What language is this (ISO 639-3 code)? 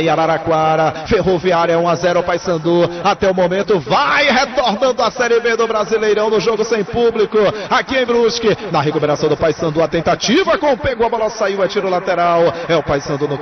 por